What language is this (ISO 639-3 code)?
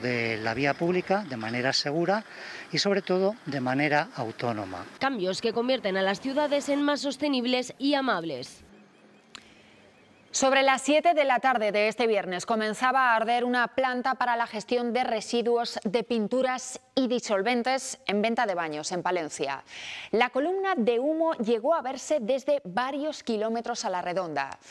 spa